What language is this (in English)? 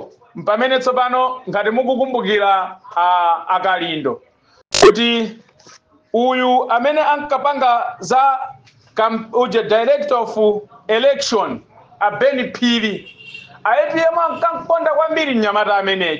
Nyanja